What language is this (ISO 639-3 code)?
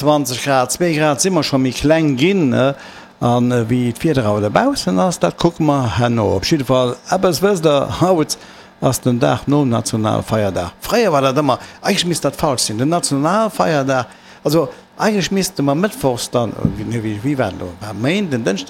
ltz